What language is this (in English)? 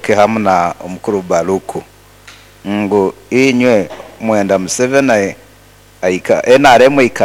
Nyankole